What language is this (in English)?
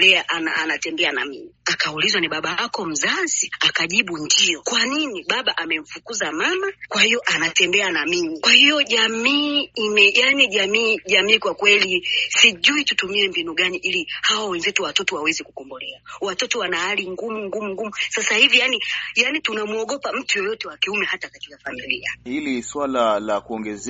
Swahili